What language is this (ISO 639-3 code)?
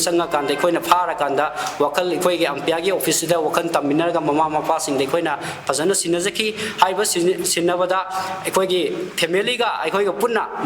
mni